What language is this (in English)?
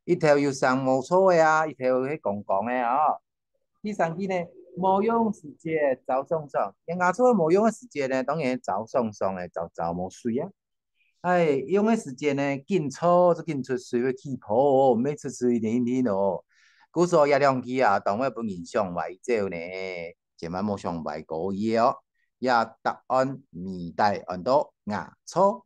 Hakka Chinese